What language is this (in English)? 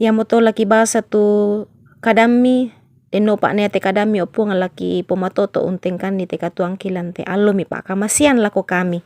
Toraja-Sa'dan